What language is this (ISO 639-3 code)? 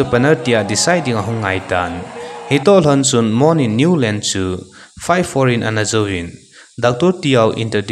tcz